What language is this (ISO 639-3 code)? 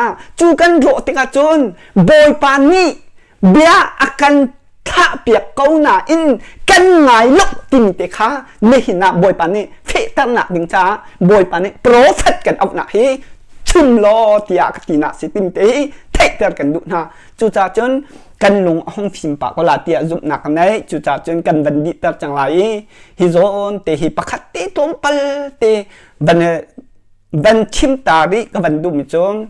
cnh